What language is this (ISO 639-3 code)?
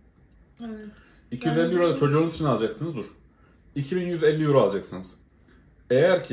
tur